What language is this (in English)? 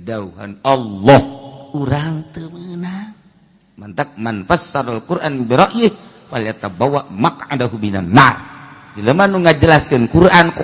Sundanese